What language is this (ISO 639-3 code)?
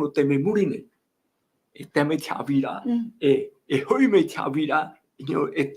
tah